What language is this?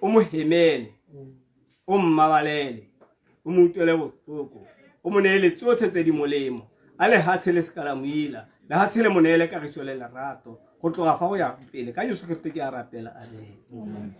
Tswana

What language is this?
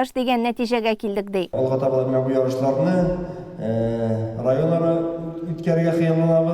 Tatar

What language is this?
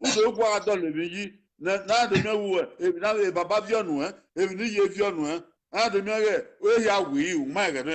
Bini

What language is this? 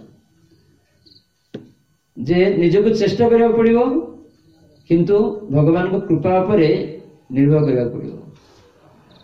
Odia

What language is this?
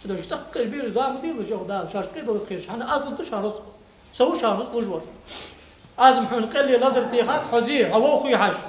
Ingush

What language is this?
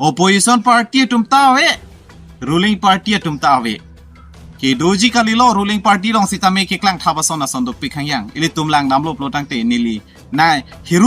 Karbi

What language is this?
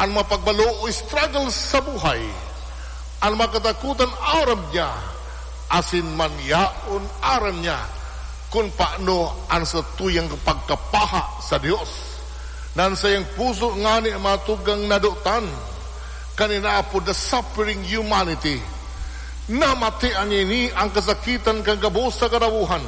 Bikol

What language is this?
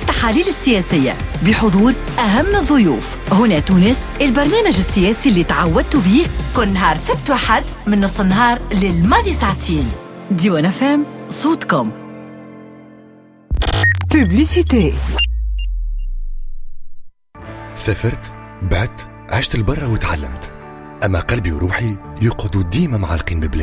Tunisian Arabic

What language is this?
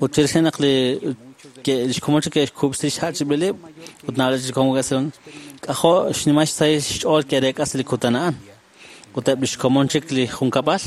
Kekchí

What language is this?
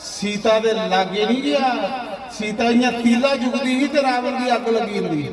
Dogri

